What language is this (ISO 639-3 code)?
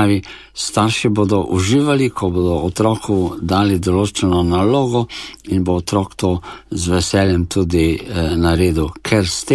slv